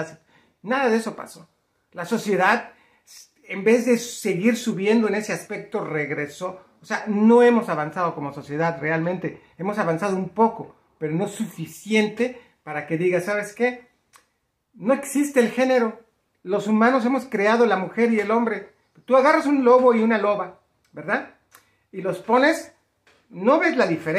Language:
Spanish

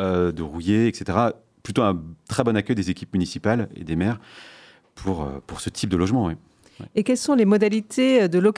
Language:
French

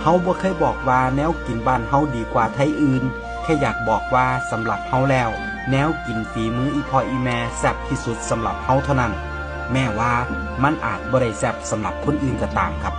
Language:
Northeastern Thai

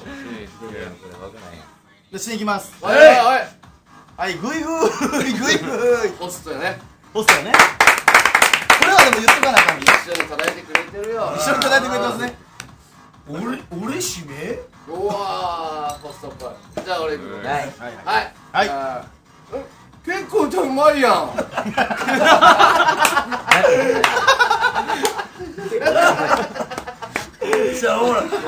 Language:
Japanese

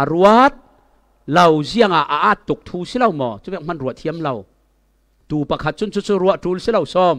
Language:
Falam Chin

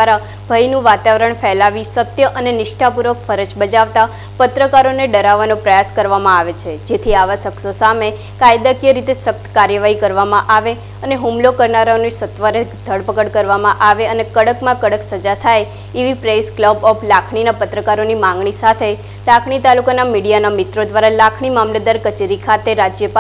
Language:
Gujarati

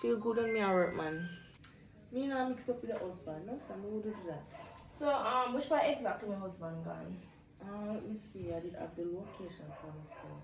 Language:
Jamaican Creole English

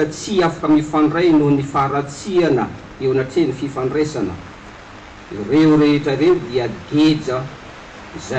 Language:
Malagasy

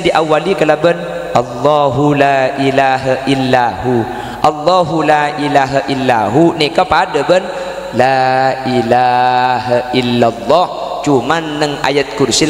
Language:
Madurese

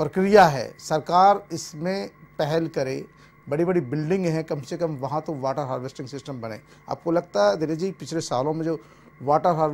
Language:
Hindi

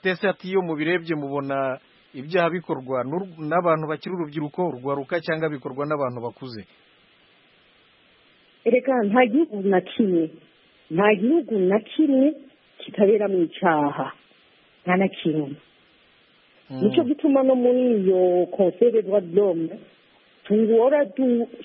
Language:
Kinyarwanda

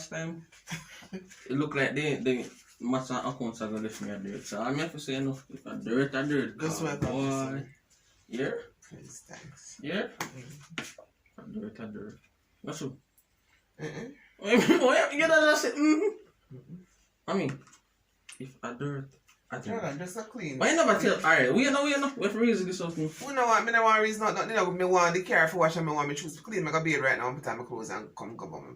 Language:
Jamaican Creole English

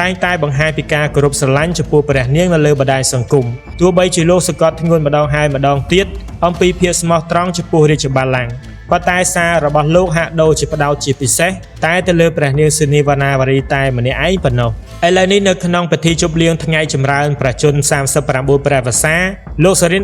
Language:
Khmer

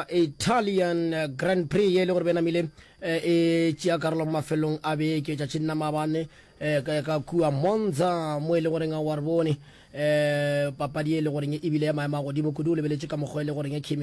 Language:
Northern Sotho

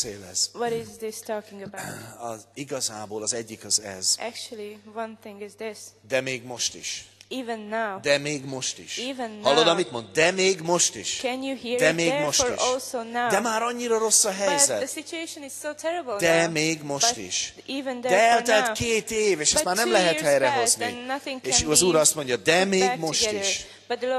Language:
Hungarian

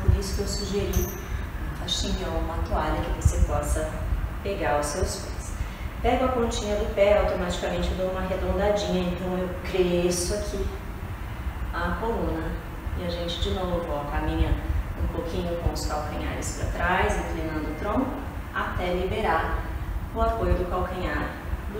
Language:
Portuguese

